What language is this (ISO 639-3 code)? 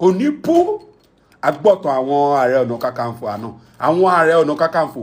yor